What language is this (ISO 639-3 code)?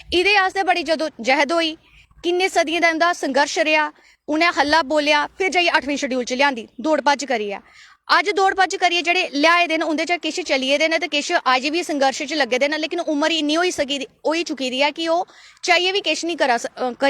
doi